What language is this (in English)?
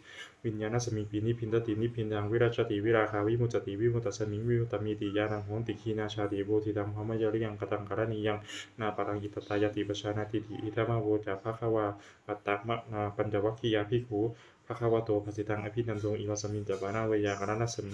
Pali